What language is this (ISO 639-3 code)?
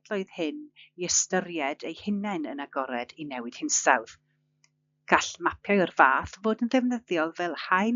cym